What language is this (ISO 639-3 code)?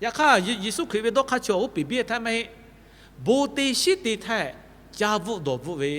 lhu